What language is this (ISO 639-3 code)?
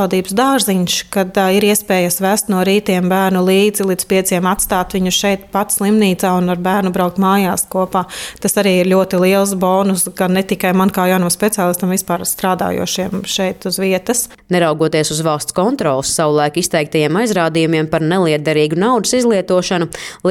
lav